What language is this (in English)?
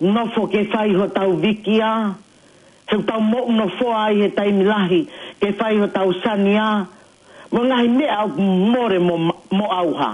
Tongan